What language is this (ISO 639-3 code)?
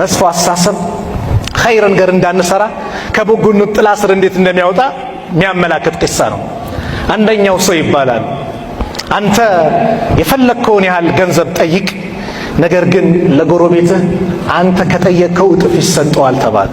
amh